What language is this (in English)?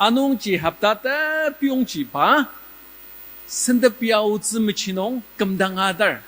Ao Naga